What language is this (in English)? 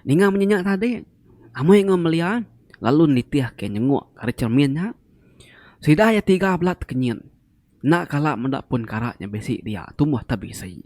Iban